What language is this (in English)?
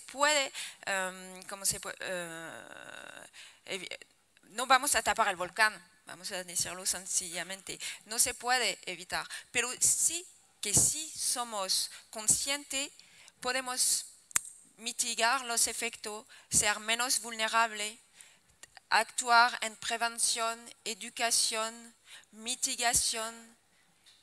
Spanish